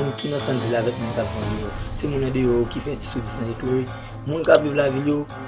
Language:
Haitian Creole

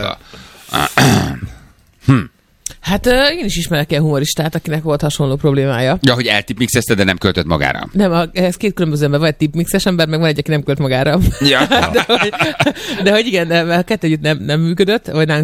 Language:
Hungarian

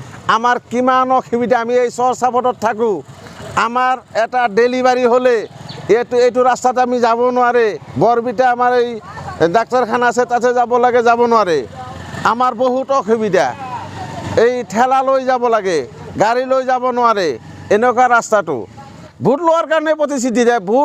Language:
Assamese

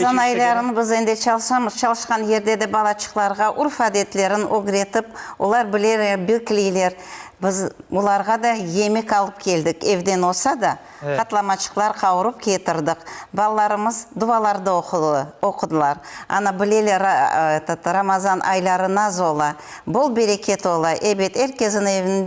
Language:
Crimean Tatar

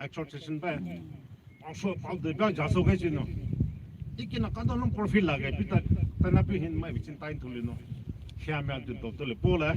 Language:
Poumei Naga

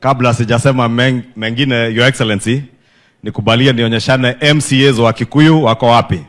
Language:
Kikuyu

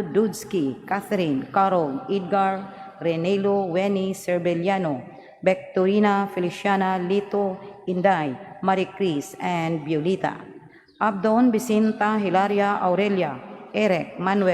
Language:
Cebuano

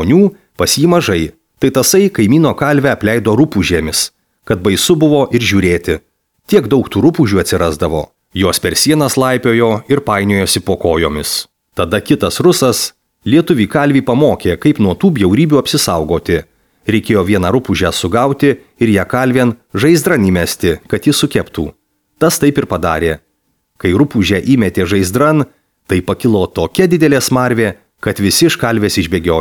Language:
Lithuanian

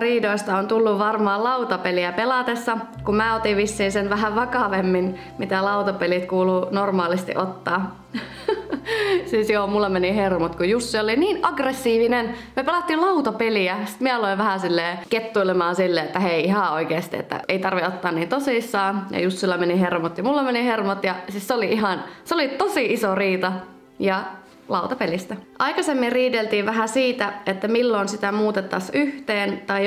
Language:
Finnish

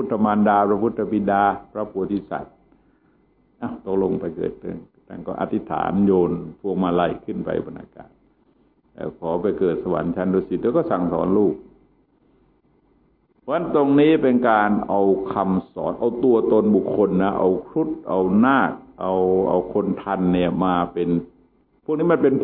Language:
Thai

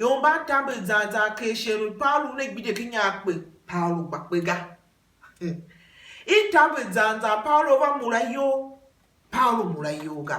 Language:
Tiv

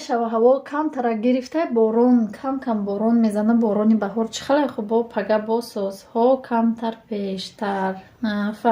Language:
Tajik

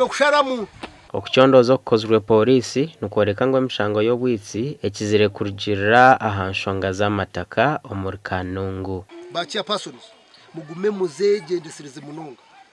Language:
Nyankole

